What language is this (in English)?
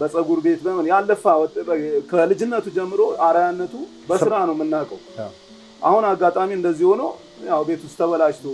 Amharic